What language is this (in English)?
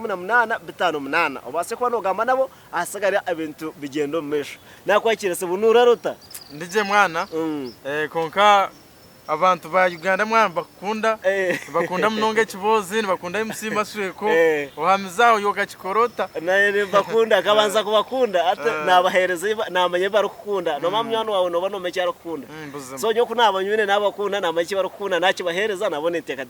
Nyankole